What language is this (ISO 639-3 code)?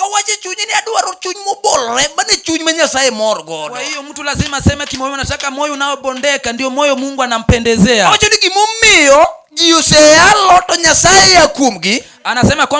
luo